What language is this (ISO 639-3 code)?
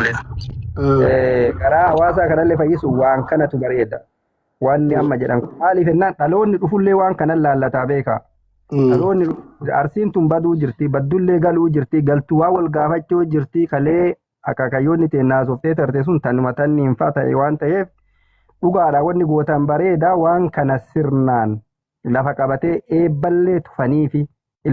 orm